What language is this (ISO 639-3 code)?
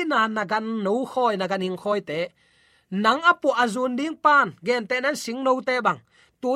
ctd